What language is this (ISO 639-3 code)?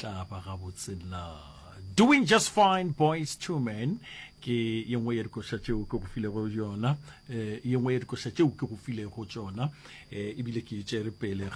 nso